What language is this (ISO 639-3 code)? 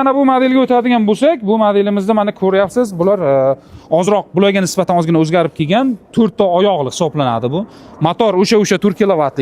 uzb